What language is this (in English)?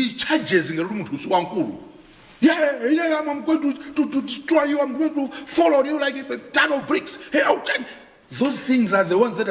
Nyanja